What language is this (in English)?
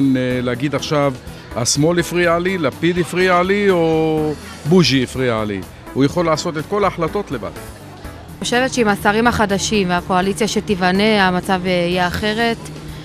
Hebrew